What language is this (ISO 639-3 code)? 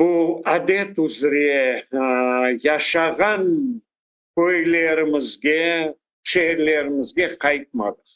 crh